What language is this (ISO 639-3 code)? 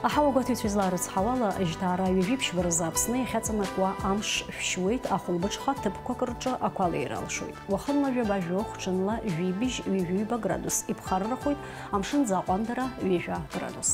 abk